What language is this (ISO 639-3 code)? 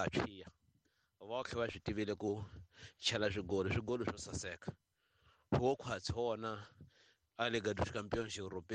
tso